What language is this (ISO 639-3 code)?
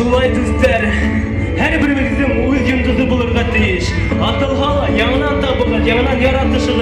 bak